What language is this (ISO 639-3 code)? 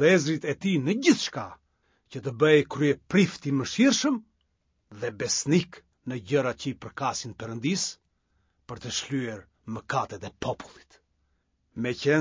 sqi